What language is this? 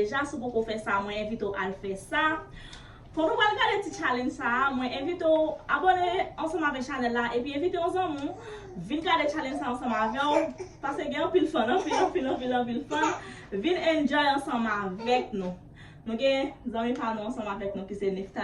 Haitian Creole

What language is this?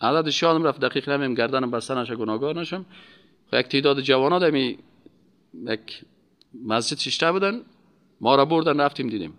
Persian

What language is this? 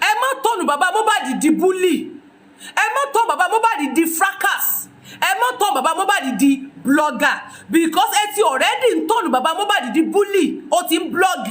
Yoruba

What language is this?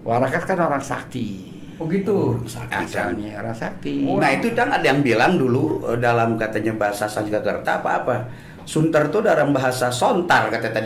Betawi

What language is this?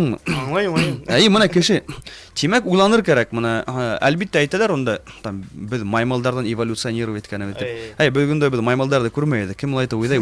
Bashkir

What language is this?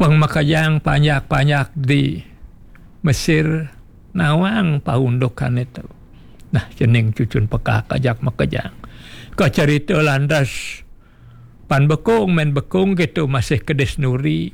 Balinese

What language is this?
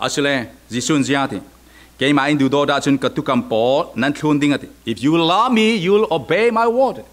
Falam Chin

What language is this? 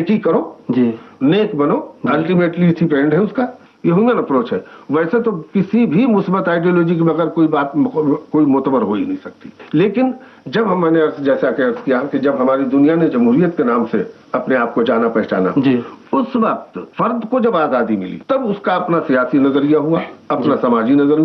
Urdu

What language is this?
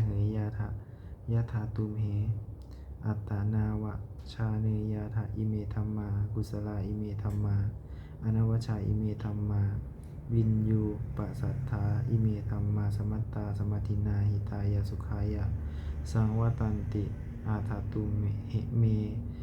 Pali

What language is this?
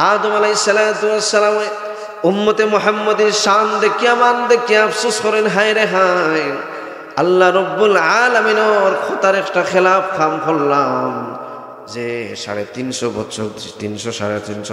Sylheti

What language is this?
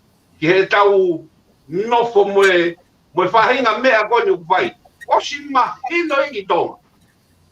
Tongan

